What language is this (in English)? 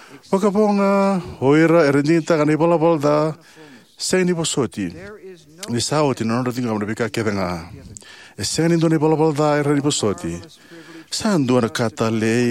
Fijian